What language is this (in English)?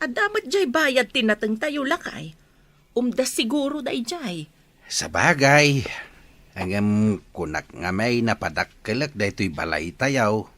Iloko